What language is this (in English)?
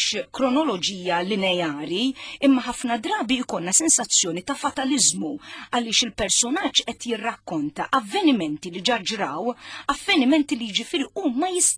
Maltese